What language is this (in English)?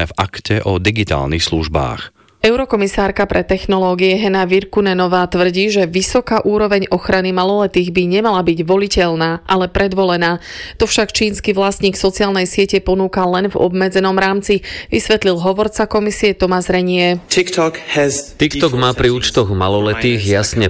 Slovak